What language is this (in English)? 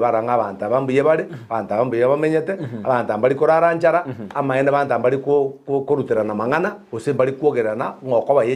Gusii